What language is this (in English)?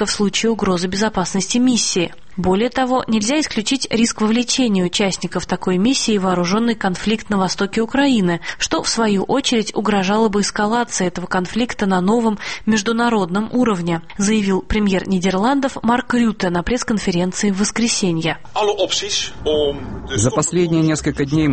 Russian